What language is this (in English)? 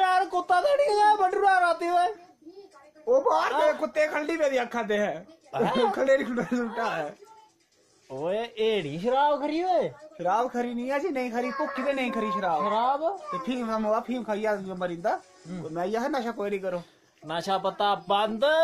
Dogri